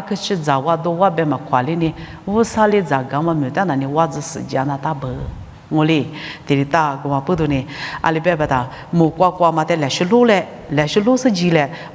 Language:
Lisu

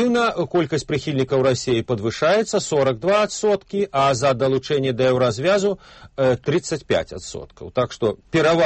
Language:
Belarusian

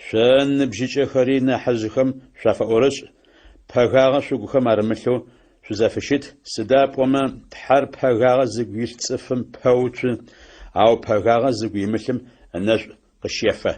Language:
Adyghe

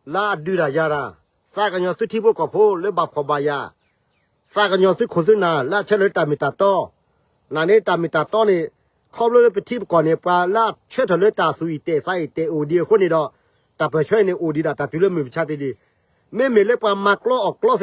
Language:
S'gaw Karen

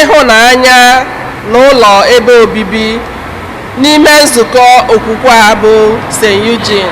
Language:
Igbo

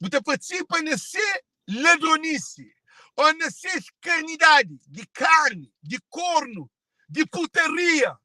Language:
Kabuverdianu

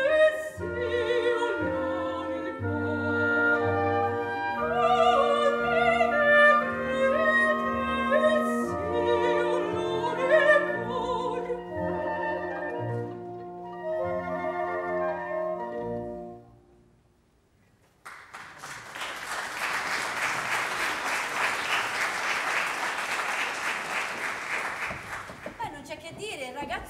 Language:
Italian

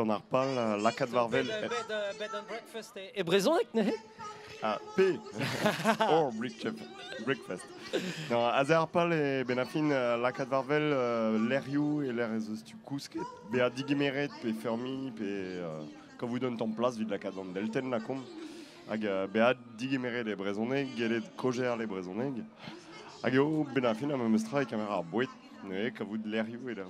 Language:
Breton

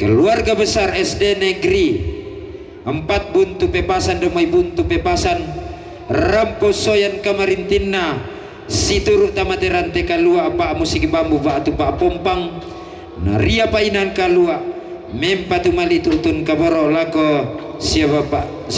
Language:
Toraja-Sa'dan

